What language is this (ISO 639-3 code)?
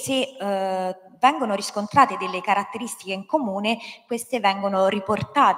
ita